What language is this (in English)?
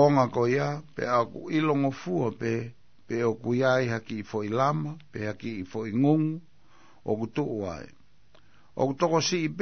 Tongan